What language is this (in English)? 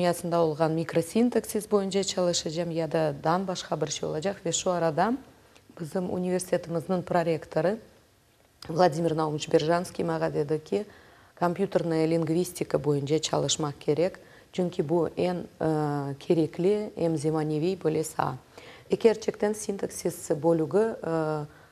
Crimean Tatar